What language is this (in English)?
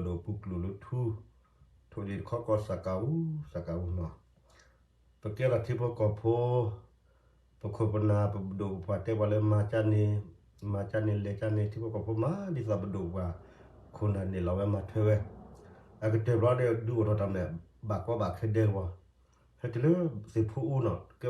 S'gaw Karen